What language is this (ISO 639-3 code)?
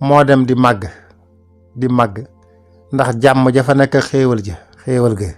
wol